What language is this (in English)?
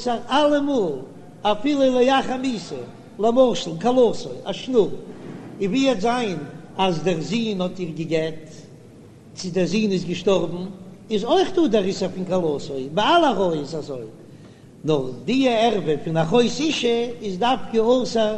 Yiddish